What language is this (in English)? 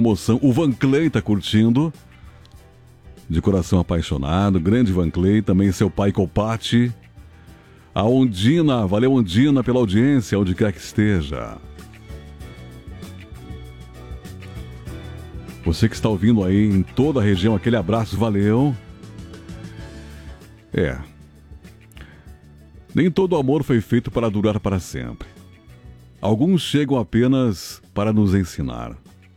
Portuguese